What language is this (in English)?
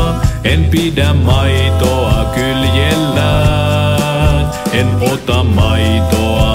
Finnish